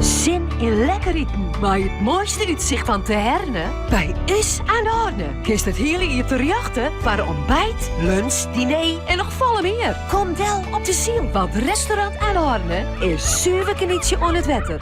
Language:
Western Frisian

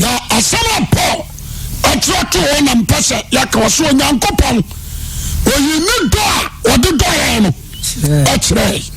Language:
Akan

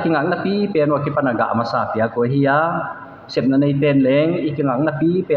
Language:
Paite Chin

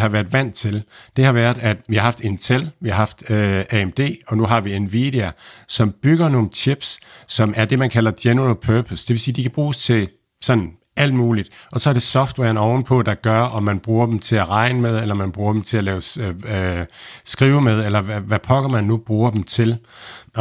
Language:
Danish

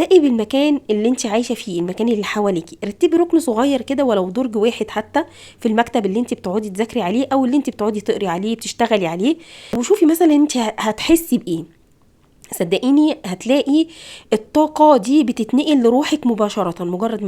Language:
Egyptian Arabic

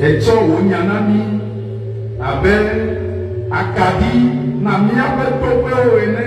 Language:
Ewe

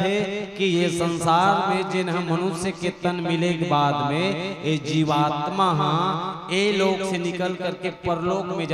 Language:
Chhattisgarhi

